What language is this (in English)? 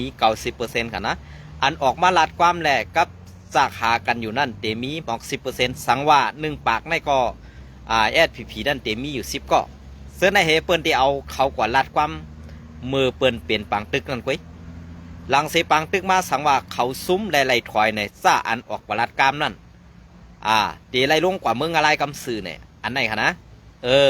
Shan